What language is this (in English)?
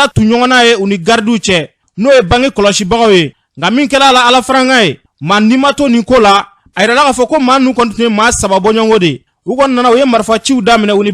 Bambara